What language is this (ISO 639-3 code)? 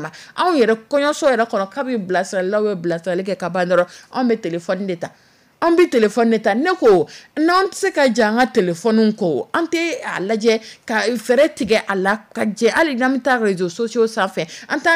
dyu